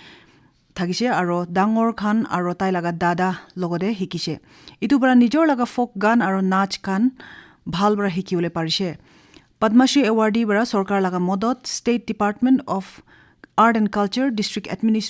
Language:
Naga Pidgin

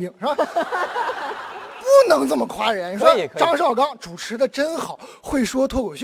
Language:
Chinese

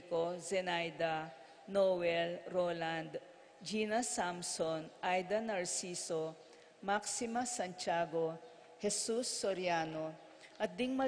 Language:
Pampanga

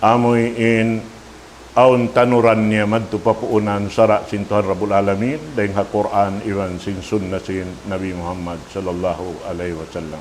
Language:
Tausug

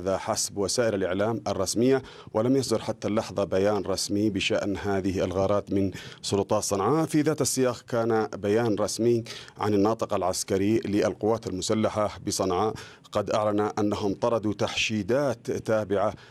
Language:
Arabic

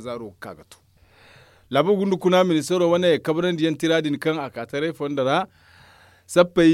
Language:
Zarma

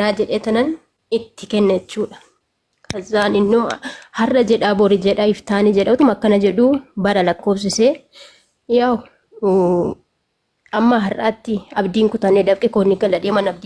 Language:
Oromo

